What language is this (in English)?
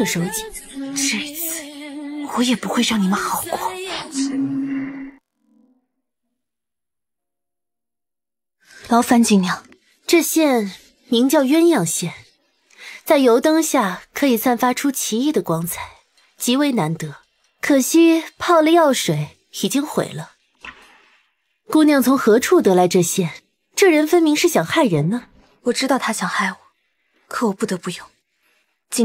Chinese